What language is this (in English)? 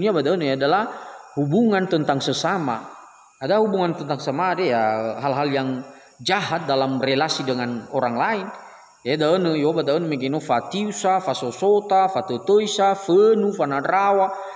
Nias